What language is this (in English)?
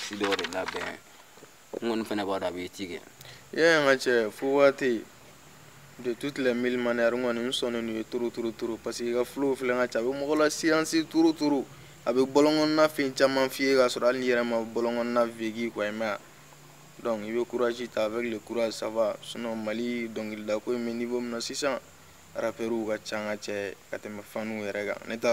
Bambara